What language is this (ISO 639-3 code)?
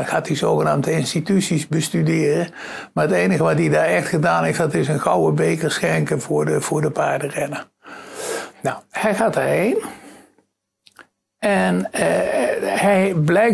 nld